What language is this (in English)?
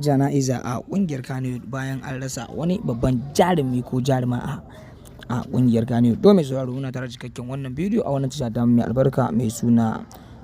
Hausa